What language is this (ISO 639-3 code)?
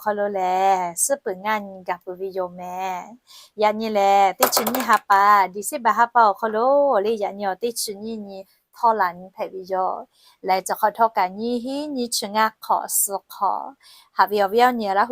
lhu